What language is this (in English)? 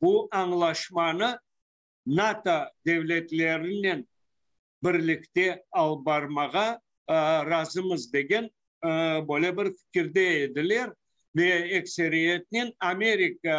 Crimean Tatar